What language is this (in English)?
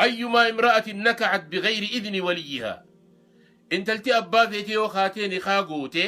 Oromo